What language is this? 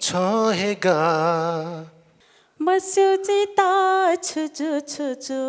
Newari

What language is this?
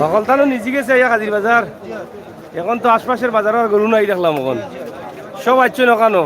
Sylheti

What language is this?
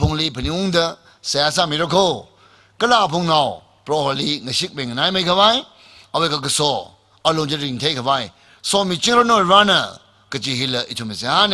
Tangkhul Naga (India)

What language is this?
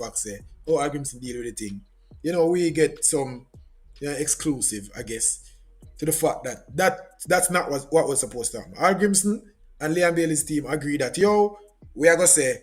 Jamaican Creole English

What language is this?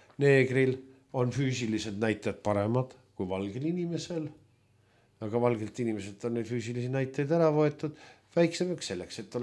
Estonian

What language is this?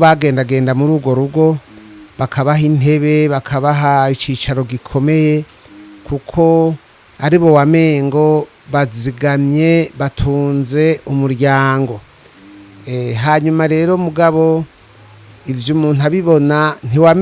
Rundi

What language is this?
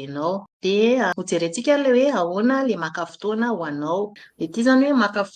Malagasy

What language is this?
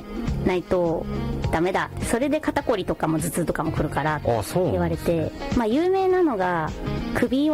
Japanese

